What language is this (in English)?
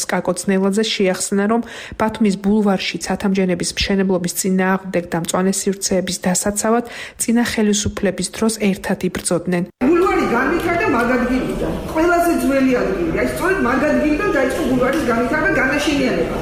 Georgian